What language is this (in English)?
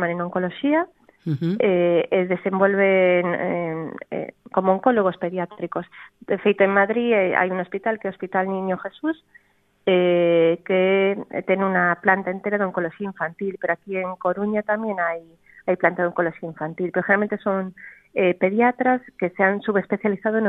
Galician